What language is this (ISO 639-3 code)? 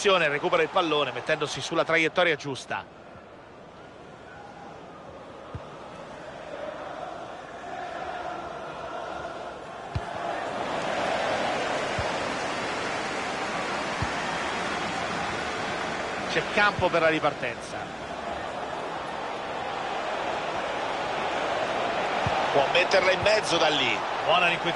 ita